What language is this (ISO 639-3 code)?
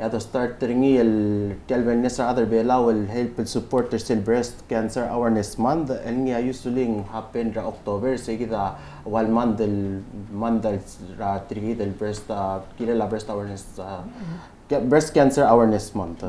pau